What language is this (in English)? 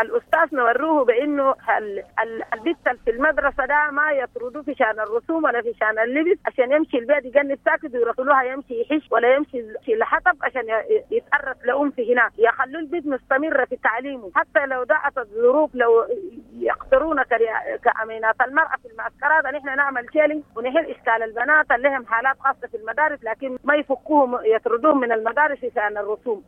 Sudanese Arabic